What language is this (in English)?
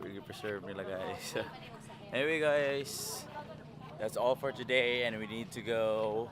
Cebuano